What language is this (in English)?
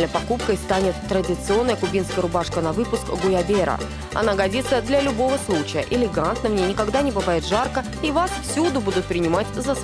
Russian